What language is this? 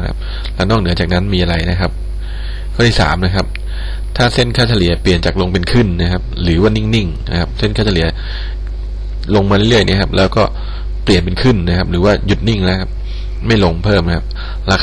Thai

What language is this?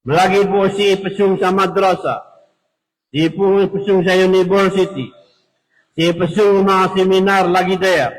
Maranao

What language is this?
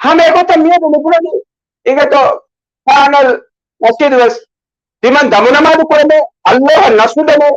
Divehi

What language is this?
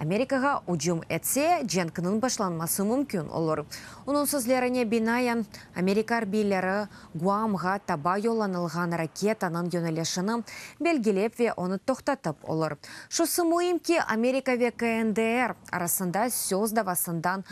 Crimean Tatar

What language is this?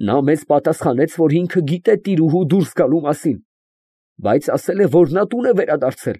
Armenian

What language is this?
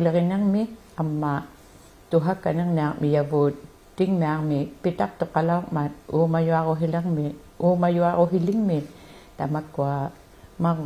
Inuktitut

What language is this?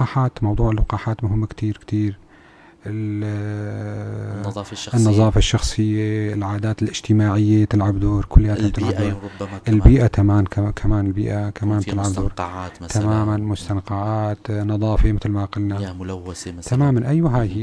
North Levantine Arabic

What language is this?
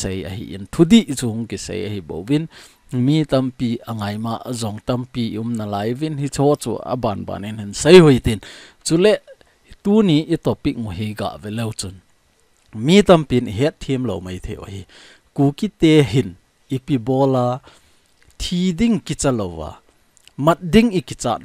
Thado Chin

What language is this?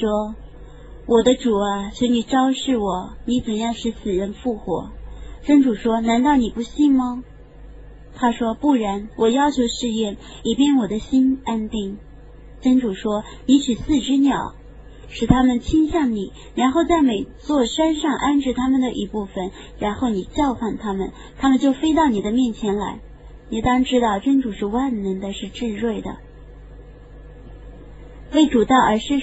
Chinese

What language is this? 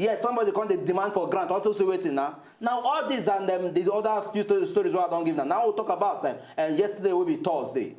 Nigerian Pidgin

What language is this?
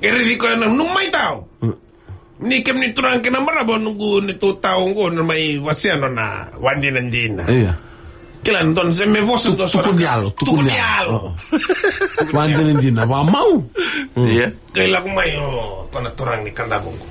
Fijian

